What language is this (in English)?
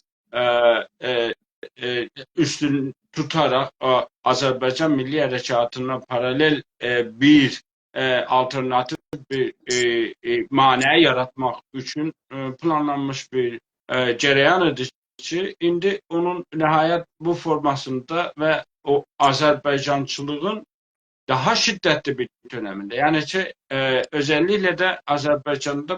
South Azerbaijani